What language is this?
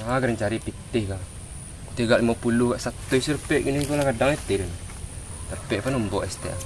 Minangkabau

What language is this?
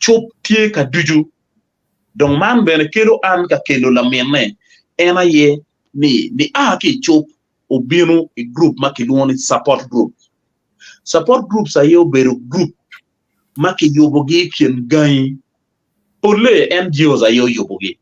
Acoli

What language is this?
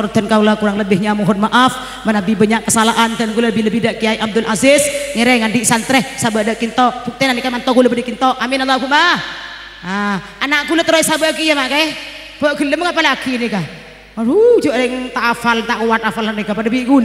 Madurese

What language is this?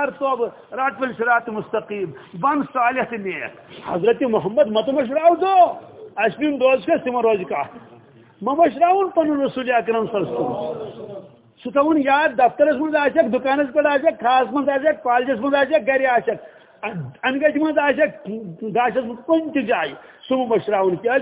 Kashmiri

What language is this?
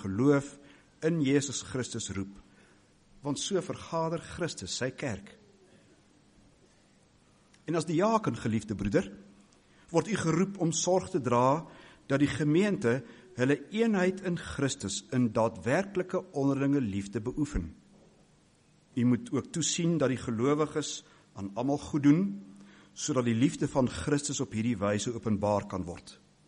Afrikaans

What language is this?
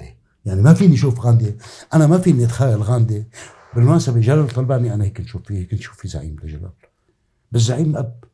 North Levantine Arabic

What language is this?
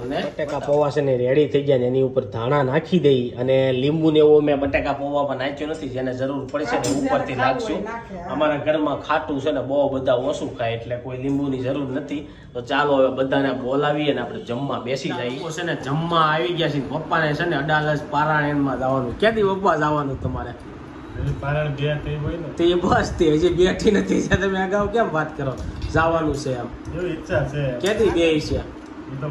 Gujarati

